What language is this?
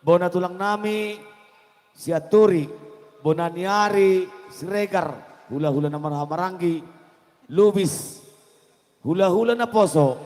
Batak Toba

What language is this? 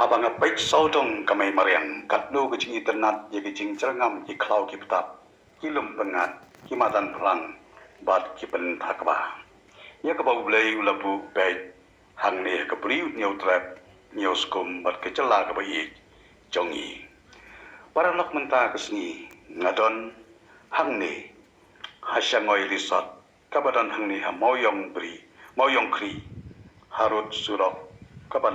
Khasi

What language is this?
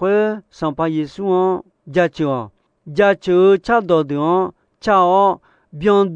Akha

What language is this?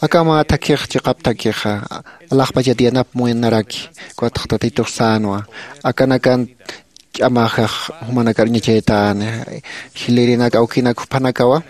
Aymara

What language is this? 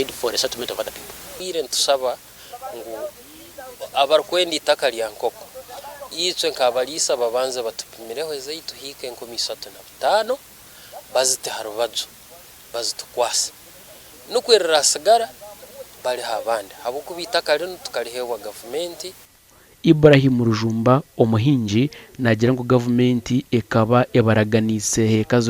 Nyankole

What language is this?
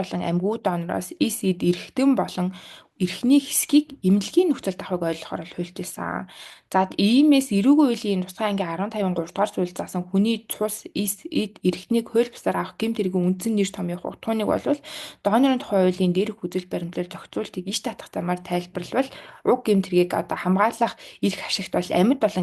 Mongolian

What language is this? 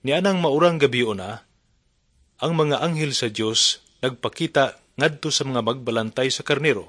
Cebuano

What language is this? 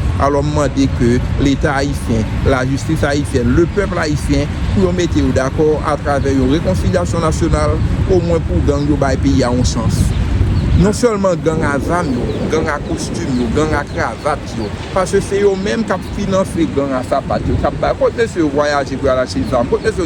Haitian Creole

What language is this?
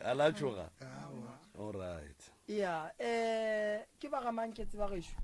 Northern Sotho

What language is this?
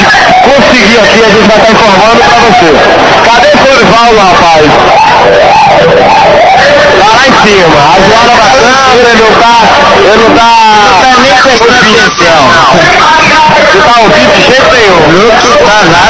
Portuguese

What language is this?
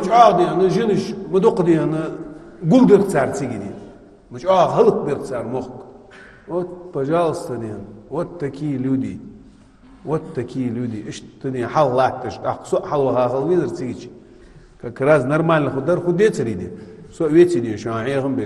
Ingush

